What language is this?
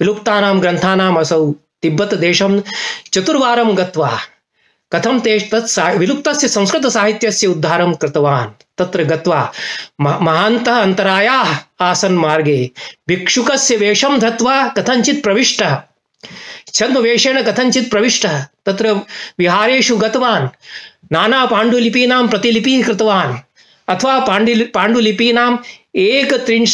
Sanskrit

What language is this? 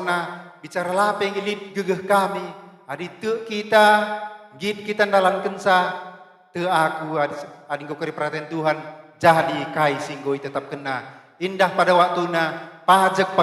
Batak Karo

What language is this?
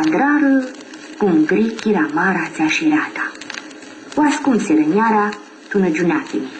Aromanian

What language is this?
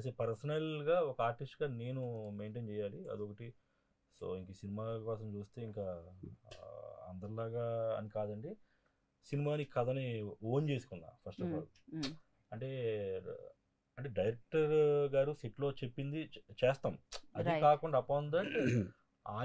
Telugu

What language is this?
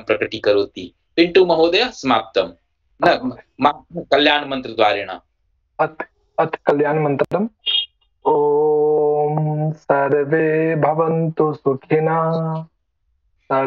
Sanskrit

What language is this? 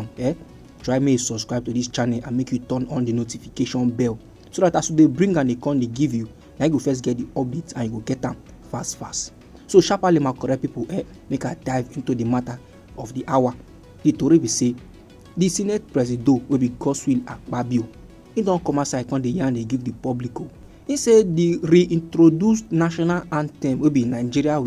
Nigerian Pidgin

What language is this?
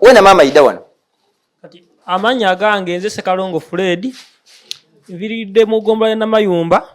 Ganda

